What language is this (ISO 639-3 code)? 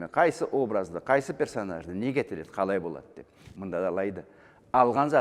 krc